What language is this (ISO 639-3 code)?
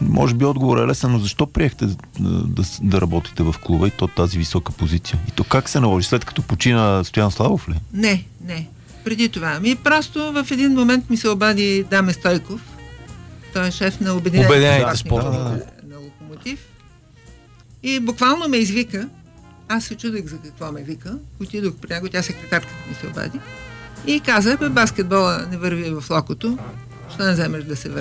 bul